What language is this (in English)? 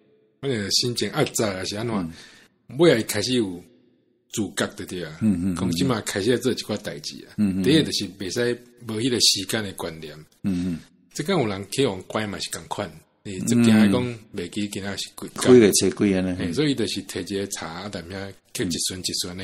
Min Nan Chinese